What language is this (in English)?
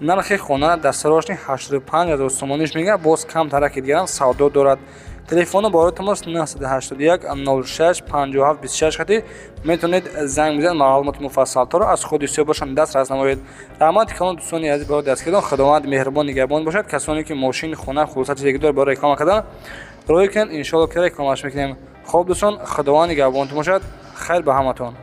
Tajik